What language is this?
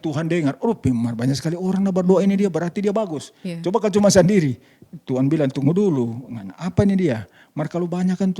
Manado Malay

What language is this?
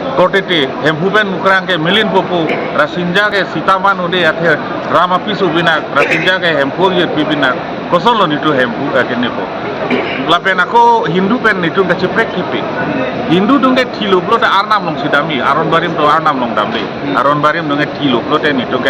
Karbi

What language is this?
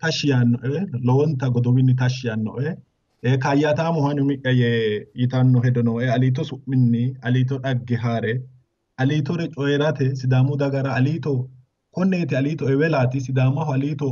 Sidamo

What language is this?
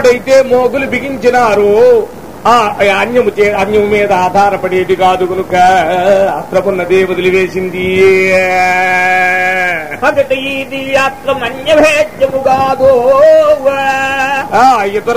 Telugu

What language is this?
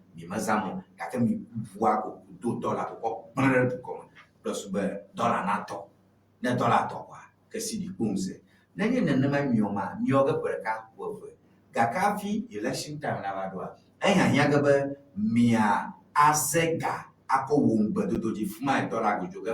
Ewe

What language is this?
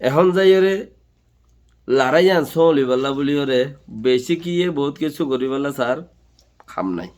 Rohingya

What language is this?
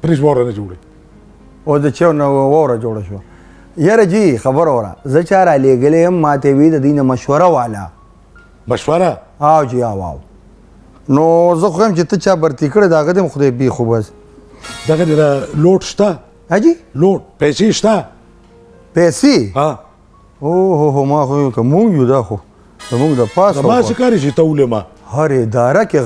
Pashto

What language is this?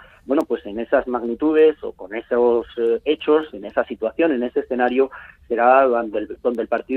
Spanish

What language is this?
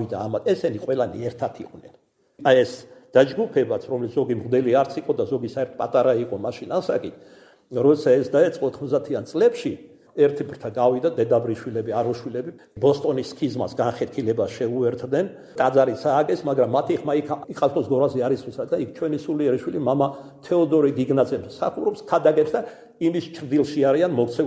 Georgian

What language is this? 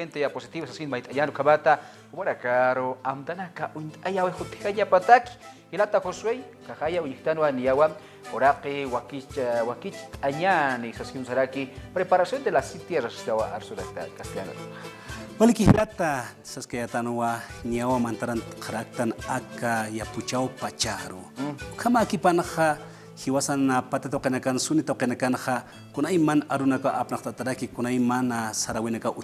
Aymara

